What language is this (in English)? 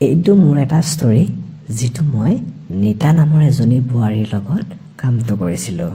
Assamese